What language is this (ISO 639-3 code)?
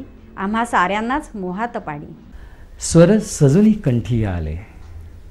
mar